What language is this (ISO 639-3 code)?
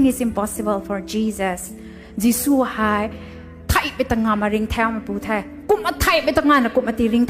nbu